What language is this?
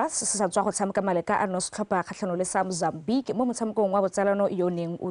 Tswana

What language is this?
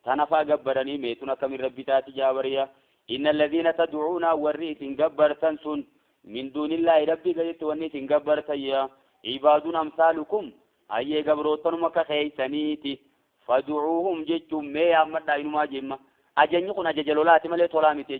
Oromo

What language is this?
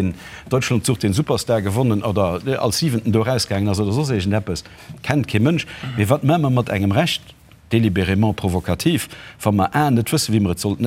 Luxembourgish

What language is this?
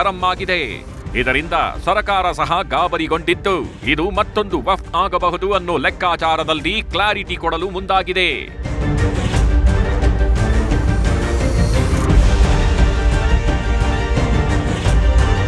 Kannada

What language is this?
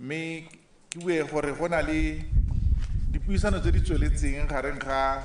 Tswana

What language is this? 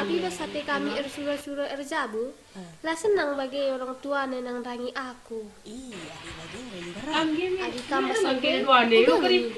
Batak Karo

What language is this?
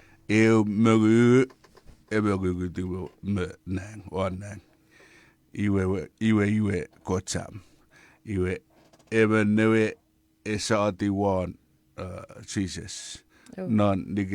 Chuukese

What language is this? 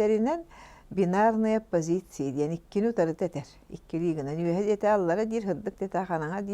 Yakut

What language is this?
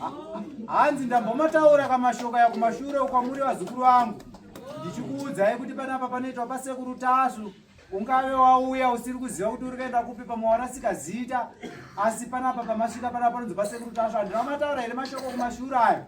Shona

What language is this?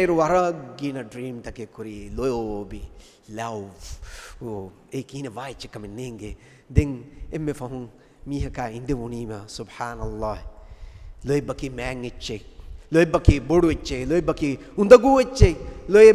Divehi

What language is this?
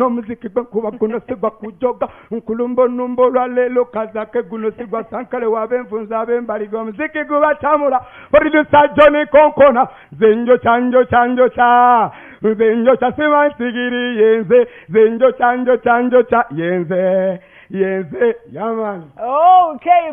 Ganda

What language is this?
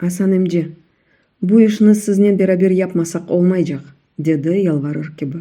Crimean Tatar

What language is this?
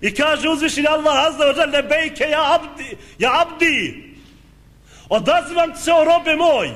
Bosnian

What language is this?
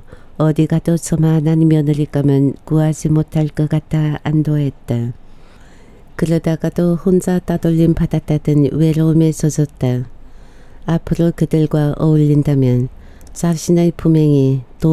Korean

